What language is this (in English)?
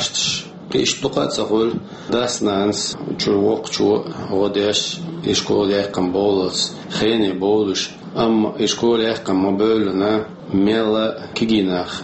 Chechen